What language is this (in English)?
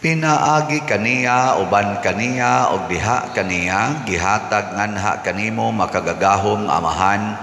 Cebuano